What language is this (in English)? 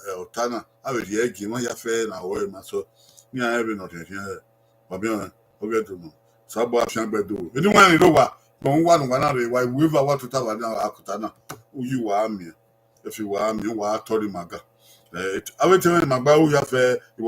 Bini